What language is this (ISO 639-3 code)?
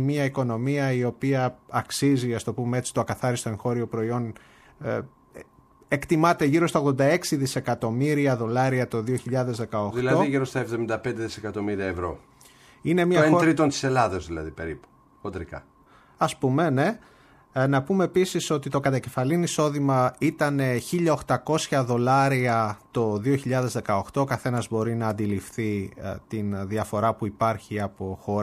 ell